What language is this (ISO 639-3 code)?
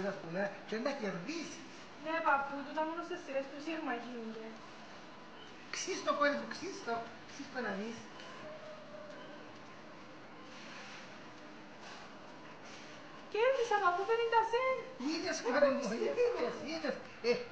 ell